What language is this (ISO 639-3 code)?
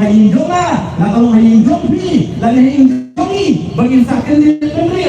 kha